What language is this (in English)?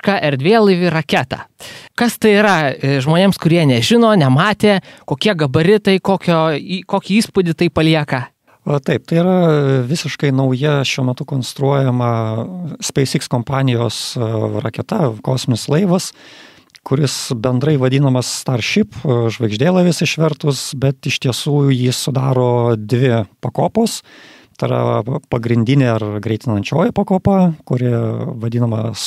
Lithuanian